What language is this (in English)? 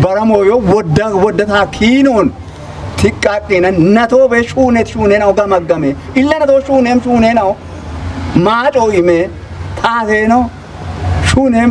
Kafa